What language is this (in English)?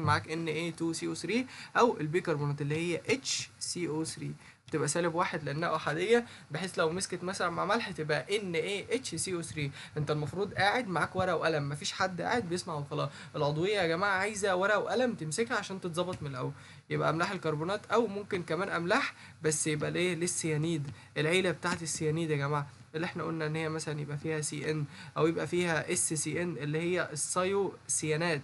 Egyptian Arabic